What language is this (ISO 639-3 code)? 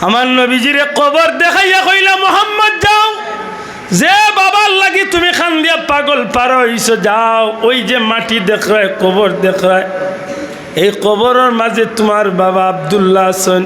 syl